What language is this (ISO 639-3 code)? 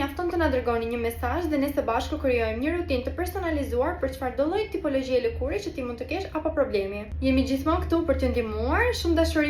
sqi